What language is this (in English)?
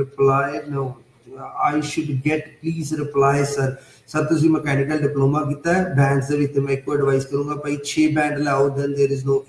Punjabi